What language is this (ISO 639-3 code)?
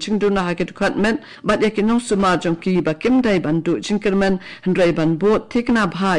kha